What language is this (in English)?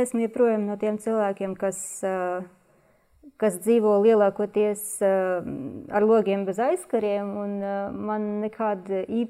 Latvian